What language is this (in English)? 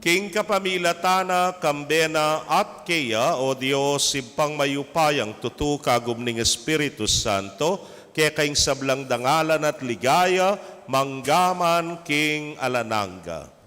Pampanga